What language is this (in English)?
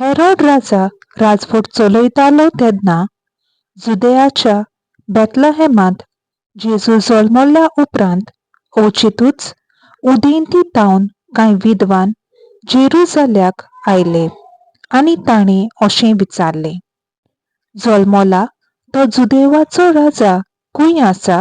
Konkani